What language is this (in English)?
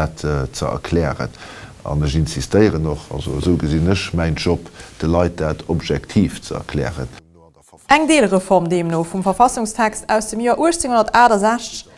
Luxembourgish